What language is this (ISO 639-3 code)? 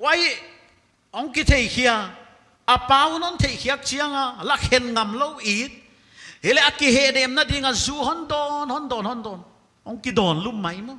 pck